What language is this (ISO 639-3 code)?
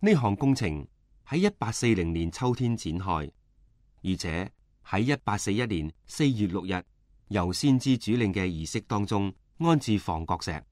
yue